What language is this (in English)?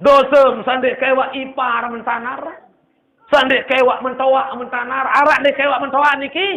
Sasak